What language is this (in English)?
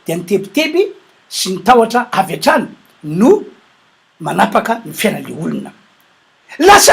Malagasy